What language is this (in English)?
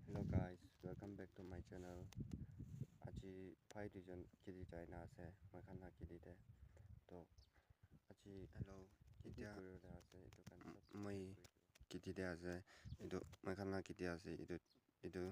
Naga Pidgin